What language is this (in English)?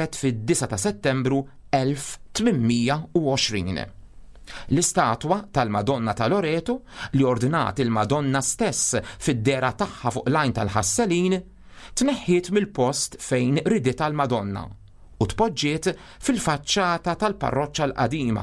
Maltese